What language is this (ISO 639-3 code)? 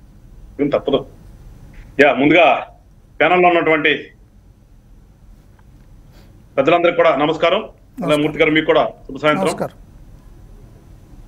tel